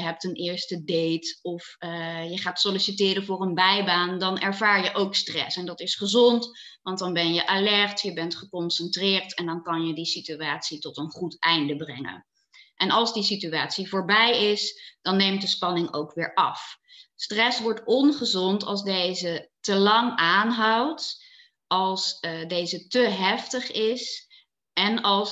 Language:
Dutch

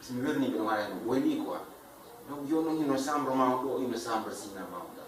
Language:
Fula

